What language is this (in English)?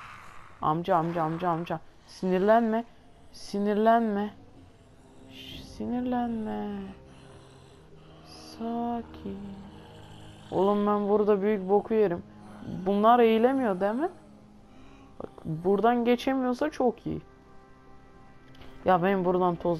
Turkish